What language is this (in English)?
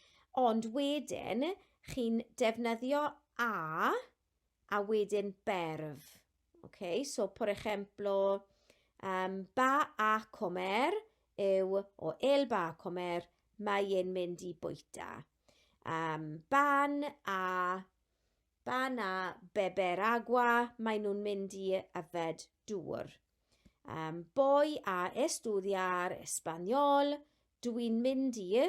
Welsh